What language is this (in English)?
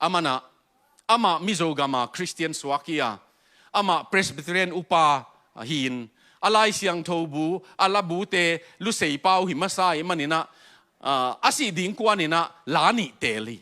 Tedim Chin